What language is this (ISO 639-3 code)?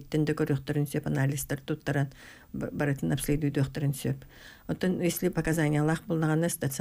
sah